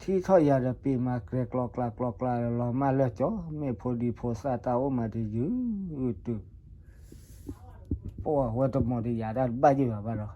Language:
S'gaw Karen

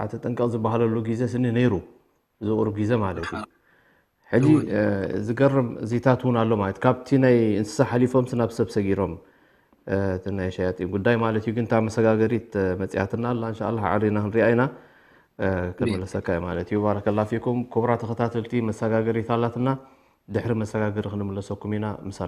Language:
Tigrinya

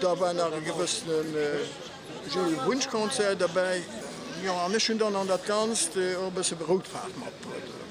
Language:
Luxembourgish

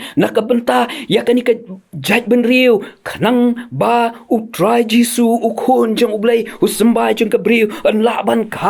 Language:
Khasi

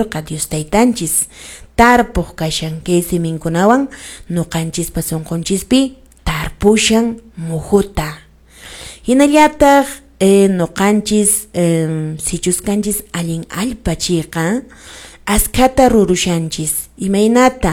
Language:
Quechua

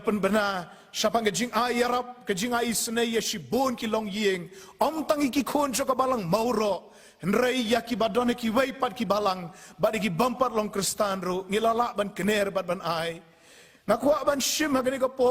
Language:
Khasi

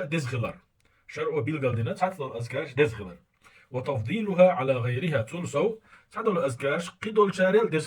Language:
Chechen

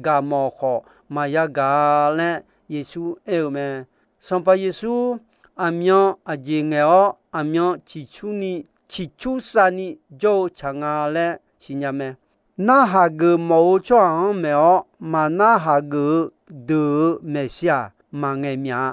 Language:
Akha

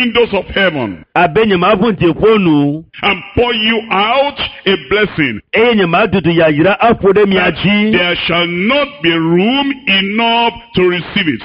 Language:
Ewe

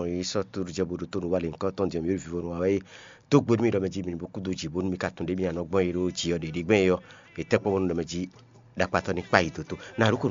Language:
Fon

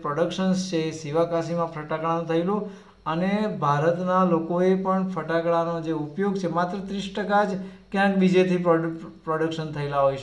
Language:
Gujarati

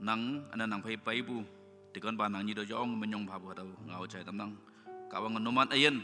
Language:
Naga Pidgin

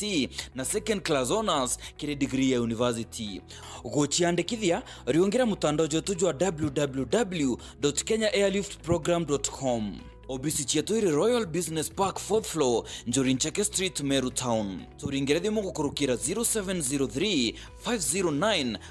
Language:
Meru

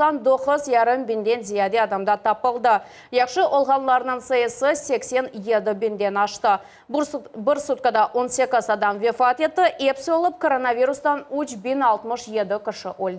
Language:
Crimean Tatar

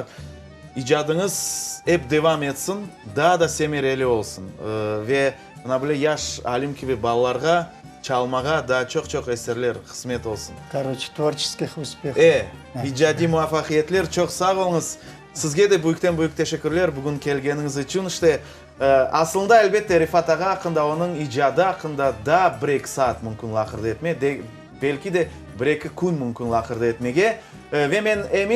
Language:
Crimean Tatar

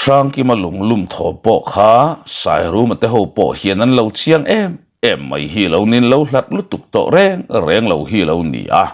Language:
Mizo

